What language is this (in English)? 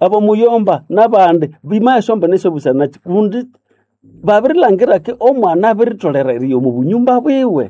Nande